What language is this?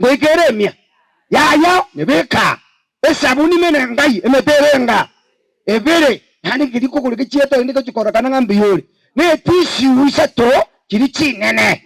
Gusii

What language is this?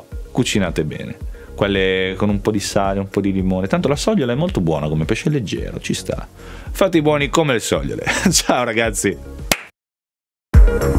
Italian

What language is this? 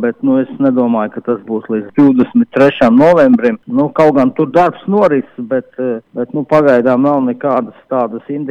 Latvian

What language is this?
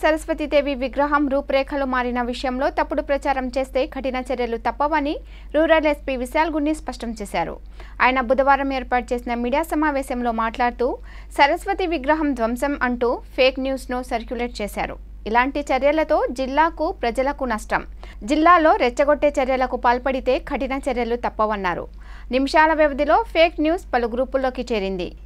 Telugu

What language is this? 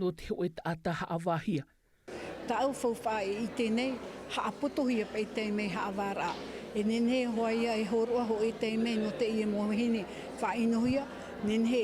Tahitian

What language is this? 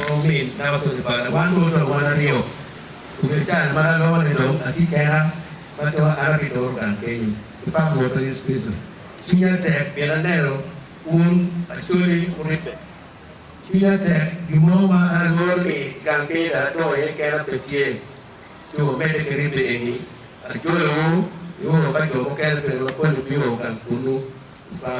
Acoli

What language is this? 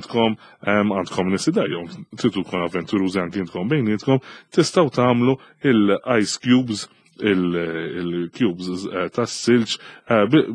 Maltese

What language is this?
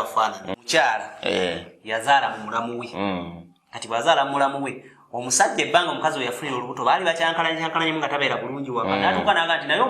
Ganda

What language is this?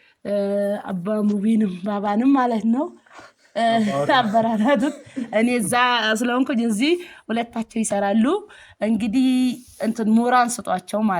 Amharic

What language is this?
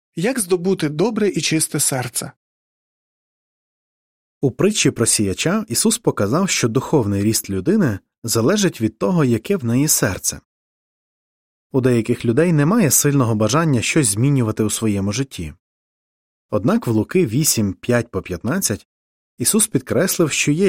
Ukrainian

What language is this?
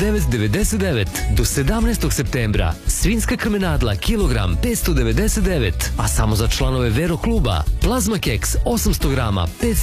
Serbian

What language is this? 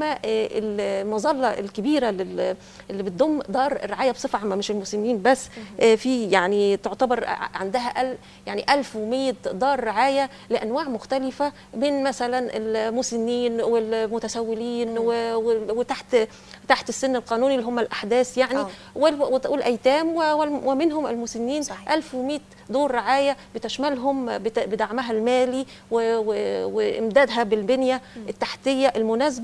Egyptian Arabic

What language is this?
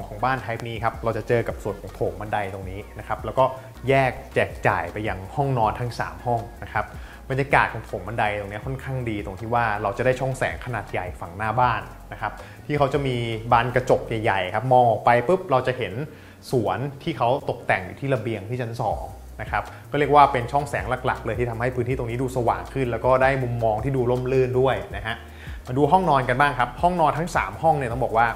Thai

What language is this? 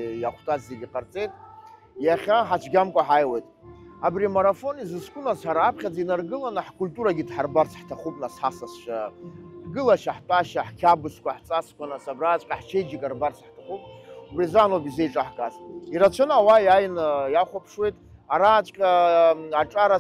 Abkhazian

